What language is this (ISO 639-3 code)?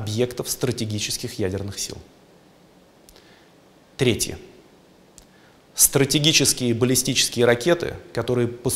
rus